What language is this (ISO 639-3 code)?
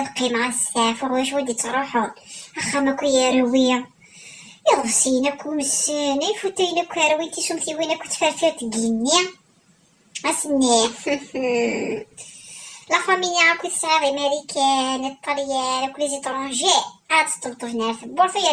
kab